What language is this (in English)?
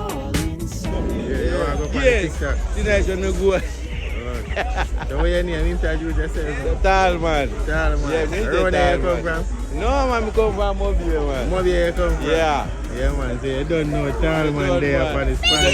Jamaican Creole English